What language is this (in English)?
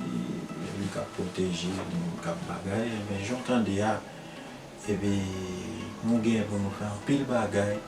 Haitian Creole